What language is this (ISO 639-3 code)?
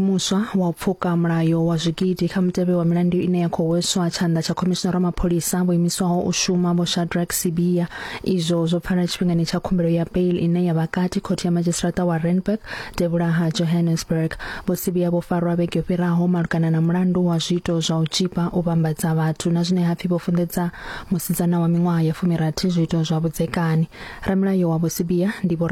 ven